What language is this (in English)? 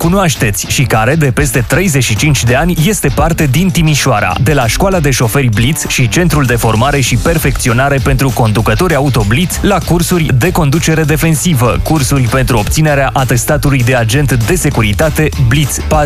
Romanian